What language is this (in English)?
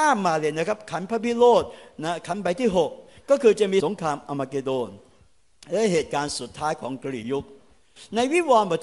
Thai